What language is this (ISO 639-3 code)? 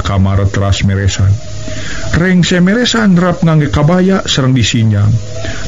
sun